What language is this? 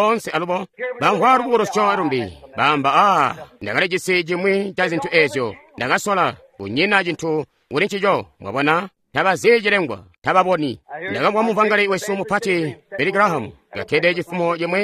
Tonga (Zambia)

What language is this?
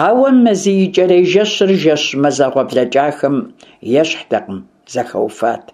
Kabardian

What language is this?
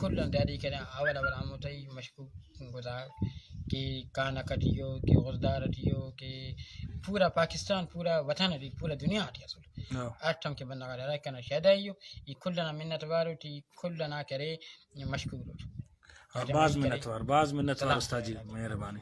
Brahui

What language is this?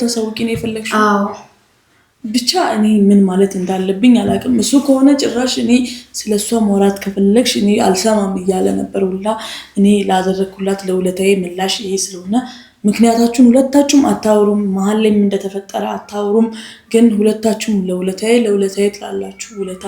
Amharic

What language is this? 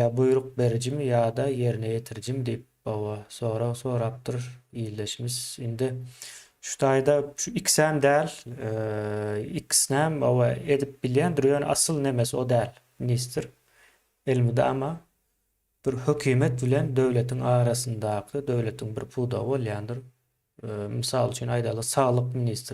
Turkmen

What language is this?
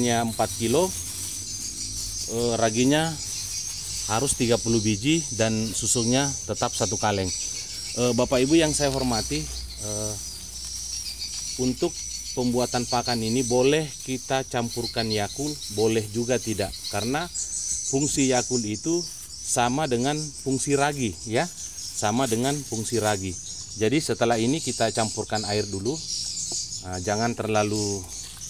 Indonesian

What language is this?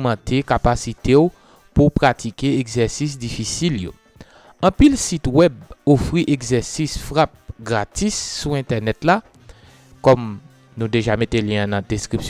Haitian Creole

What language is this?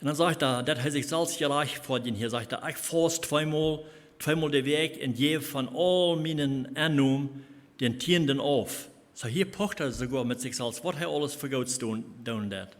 Plautdietsch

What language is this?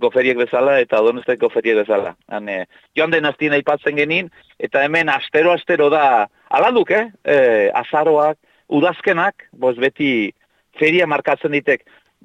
Basque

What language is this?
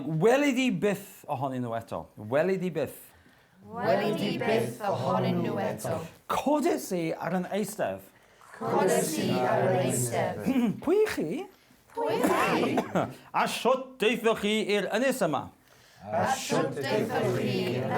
Welsh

